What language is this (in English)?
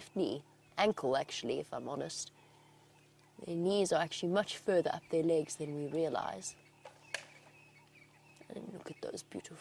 English